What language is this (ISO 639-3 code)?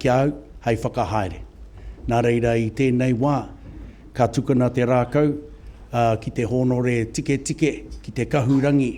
mri